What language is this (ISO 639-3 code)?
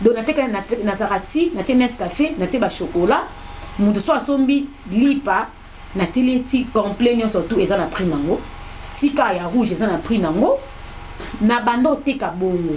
lin